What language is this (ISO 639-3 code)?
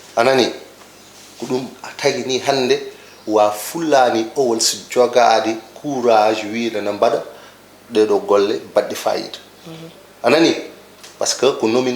ful